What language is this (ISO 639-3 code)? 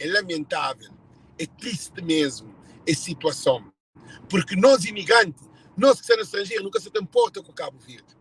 kea